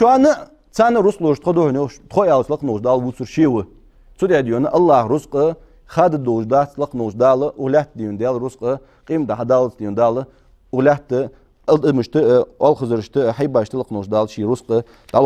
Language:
Ingush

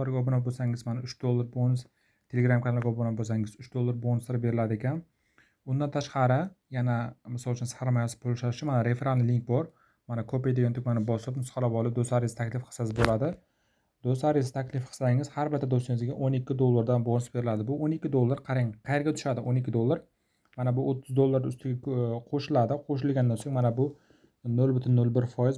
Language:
Uzbek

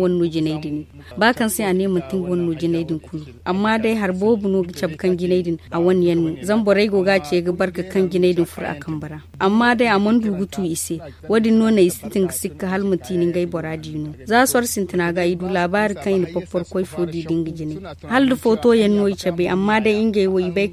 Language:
Zarma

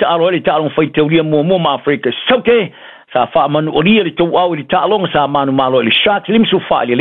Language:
Samoan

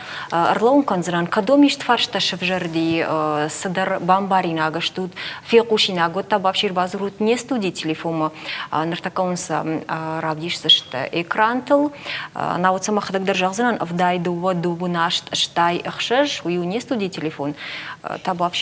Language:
Ossetic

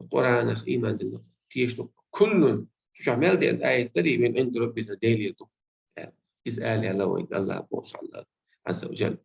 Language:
Chechen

